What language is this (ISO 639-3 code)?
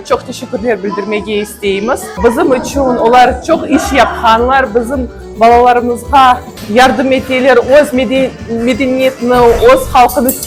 crh